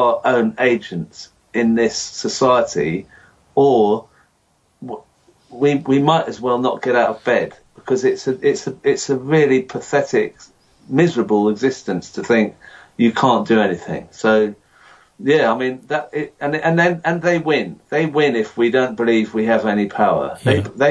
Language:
English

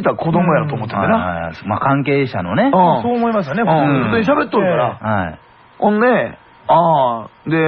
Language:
Japanese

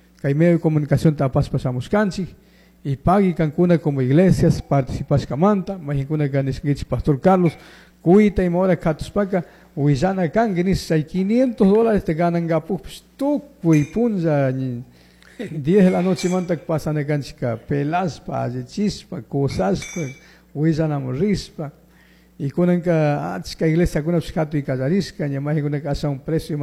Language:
Chimborazo Highland Quichua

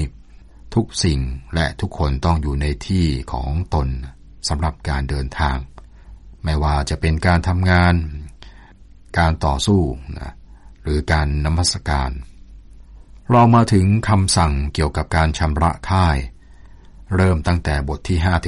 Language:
Thai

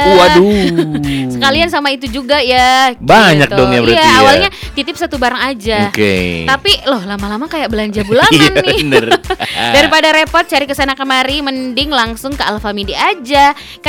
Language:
Indonesian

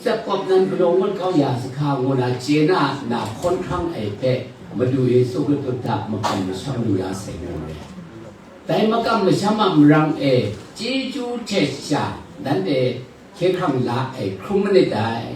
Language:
Kachin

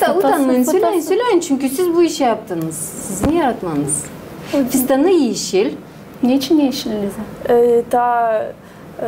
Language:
Gagauz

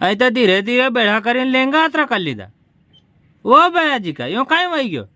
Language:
Rajasthani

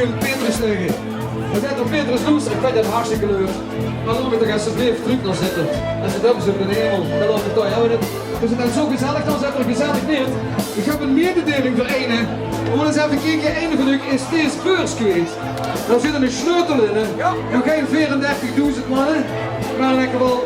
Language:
Limburgish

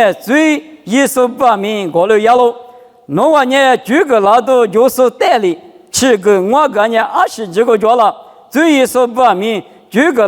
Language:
Lisu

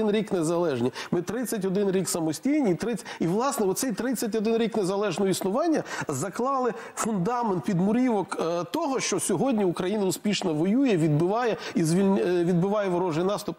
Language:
Ukrainian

